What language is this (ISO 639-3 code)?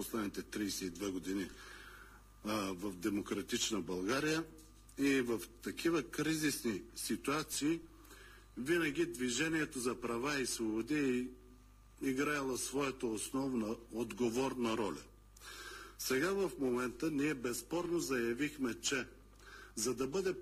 bul